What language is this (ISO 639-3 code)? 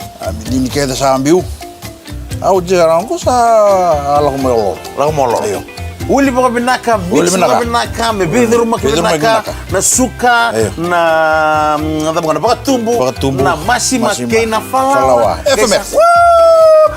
fij